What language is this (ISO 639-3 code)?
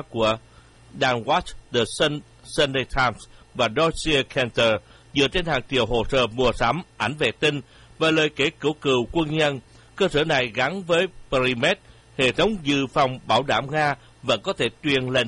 vie